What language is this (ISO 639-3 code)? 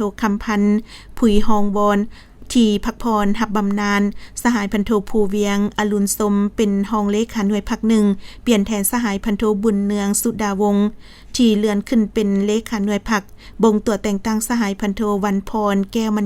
lao